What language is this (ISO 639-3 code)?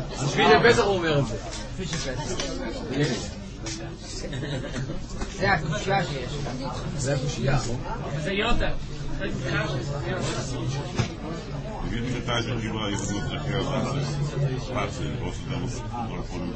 heb